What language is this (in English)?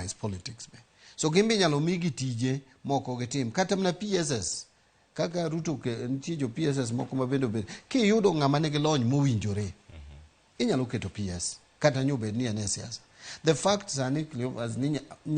Luo (Kenya and Tanzania)